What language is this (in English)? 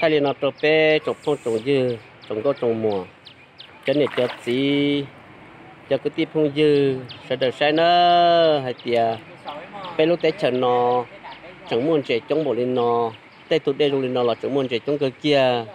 Hmong